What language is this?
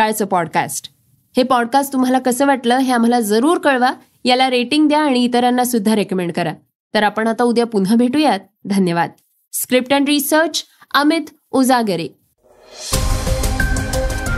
Marathi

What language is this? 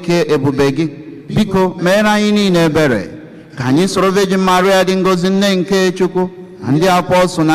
Igbo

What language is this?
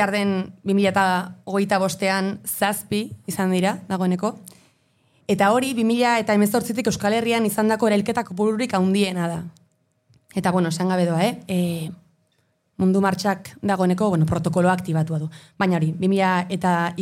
Basque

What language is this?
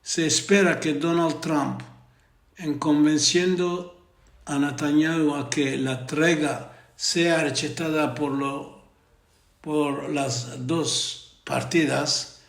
Ladino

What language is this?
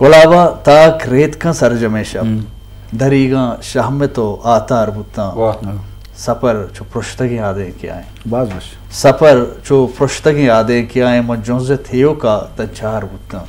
Eastern Balochi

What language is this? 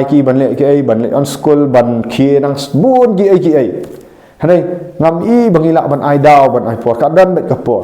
Khasi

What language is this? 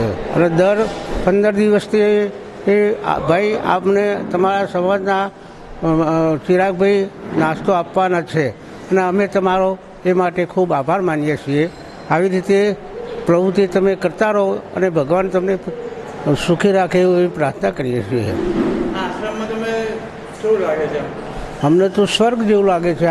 Gujarati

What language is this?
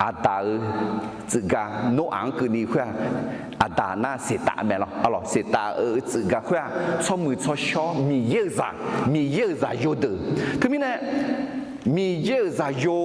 Akha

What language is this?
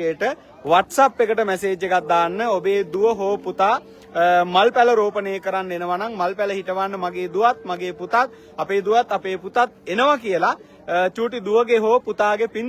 Sinhala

